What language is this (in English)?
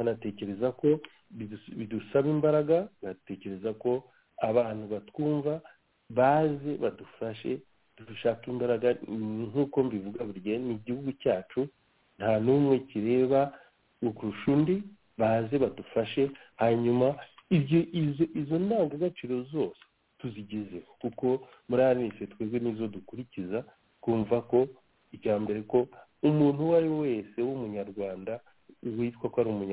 Kinyarwanda